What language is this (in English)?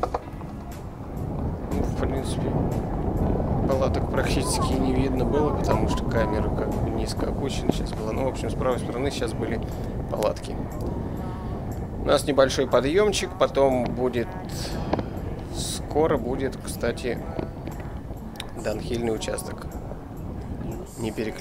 Russian